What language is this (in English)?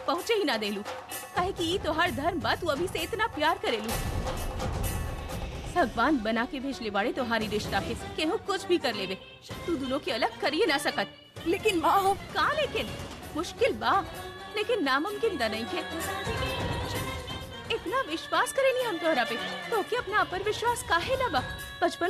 Bhojpuri